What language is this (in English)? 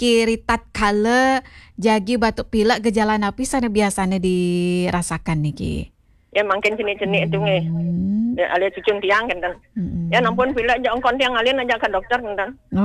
Balinese